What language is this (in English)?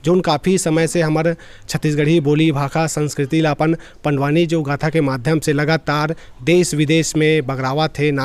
Chhattisgarhi